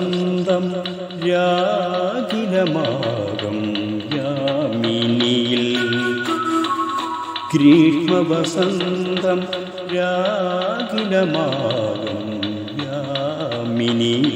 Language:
Malayalam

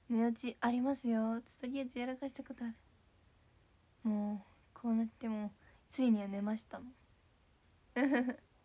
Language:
Japanese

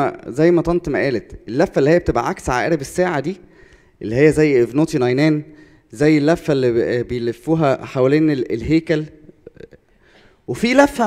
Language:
Egyptian Arabic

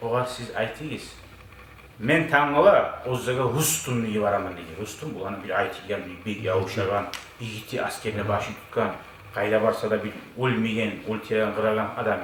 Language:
Kumyk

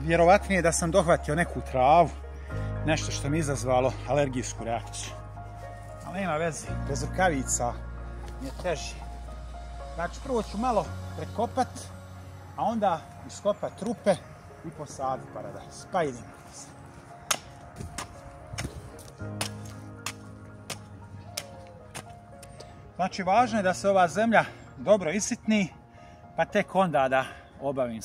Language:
Croatian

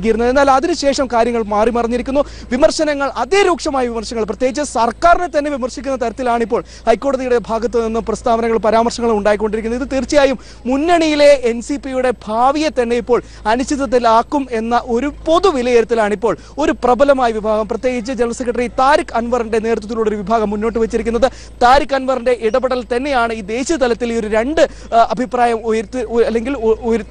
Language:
Malayalam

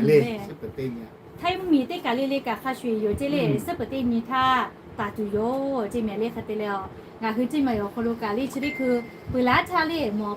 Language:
Lahu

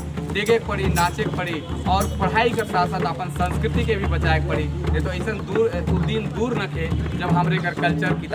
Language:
Sadri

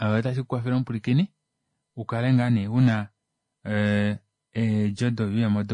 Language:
Kuanyama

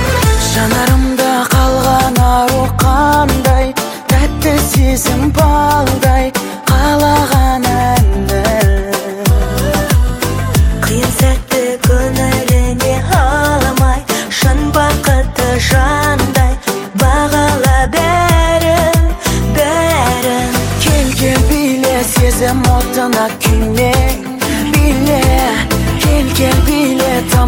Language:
Kazakh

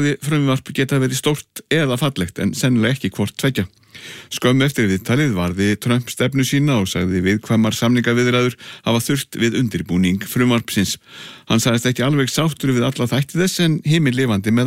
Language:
Icelandic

